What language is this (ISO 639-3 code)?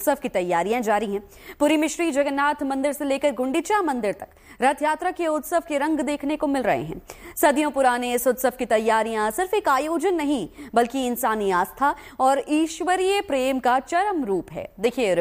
hin